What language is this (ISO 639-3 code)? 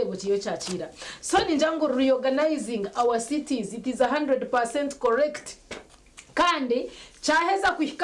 nyn